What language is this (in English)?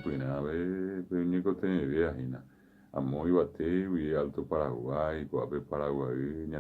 Guarani